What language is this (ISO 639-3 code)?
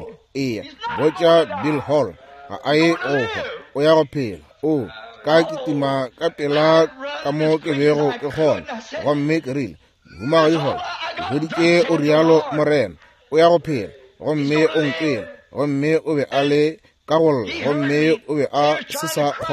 nso